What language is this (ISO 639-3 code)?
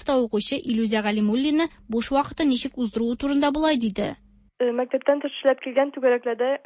tat